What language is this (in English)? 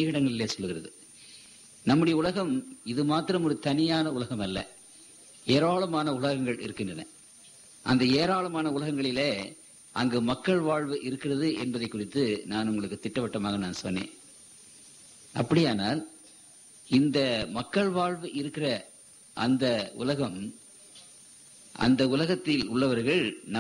Tamil